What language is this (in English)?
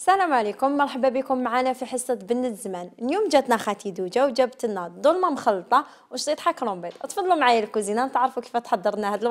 Algerian Arabic